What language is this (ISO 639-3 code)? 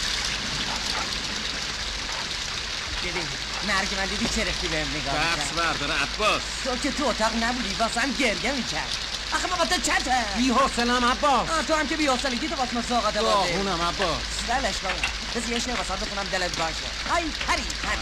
fas